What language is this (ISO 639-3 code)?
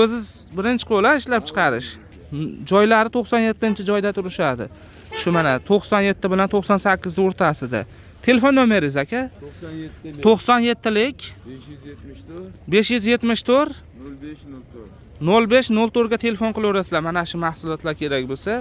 uzb